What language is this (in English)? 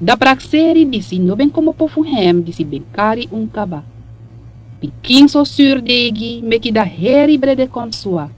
Sranan Tongo